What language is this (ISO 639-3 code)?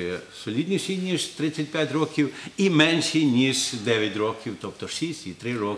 ukr